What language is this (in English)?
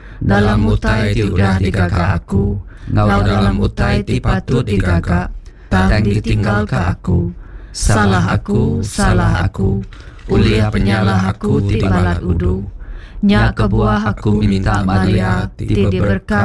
Iban